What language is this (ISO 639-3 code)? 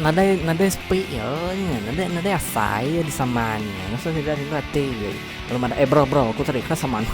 iba